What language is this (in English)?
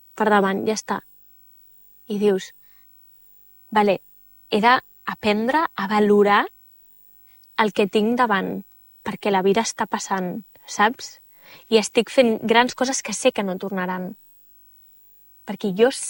Catalan